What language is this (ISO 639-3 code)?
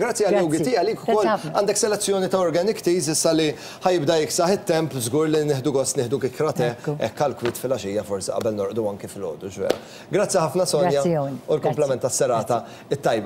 mlt